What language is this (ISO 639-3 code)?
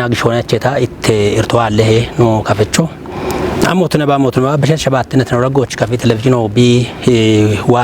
kbr